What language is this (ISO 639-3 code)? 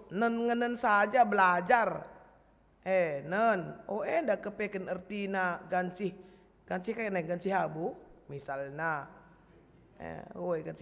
btx